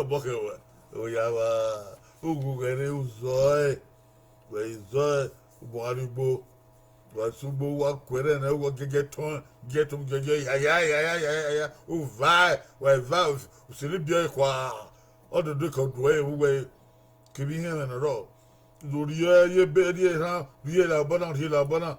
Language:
Bini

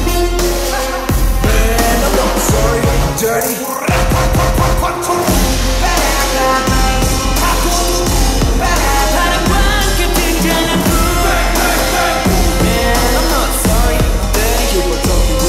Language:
Korean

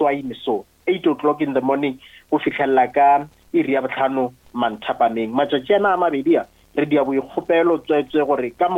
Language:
Northern Sotho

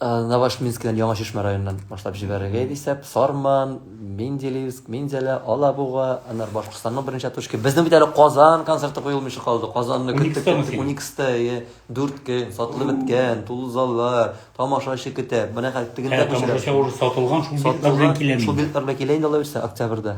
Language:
Tatar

